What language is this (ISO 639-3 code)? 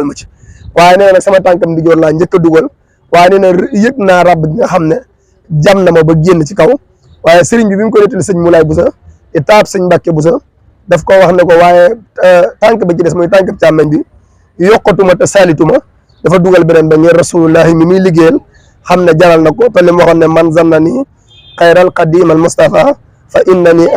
wol